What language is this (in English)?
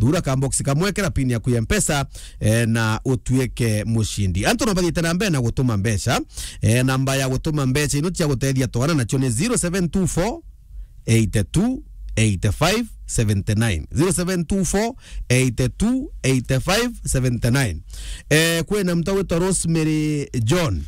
Meru